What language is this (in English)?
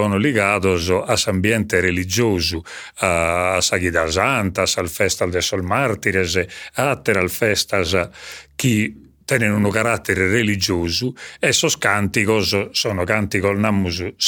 Sardinian